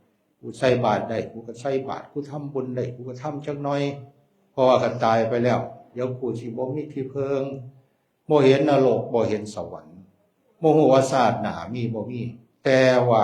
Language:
Northeastern Thai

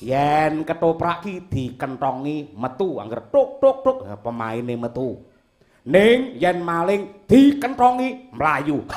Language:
Javanese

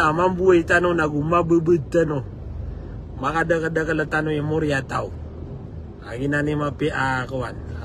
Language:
Maranao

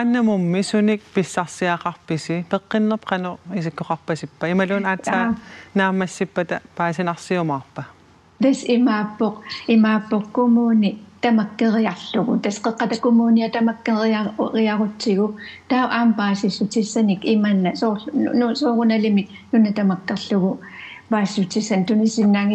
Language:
Kalaallisut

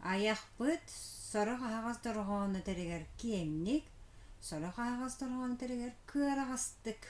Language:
Yakut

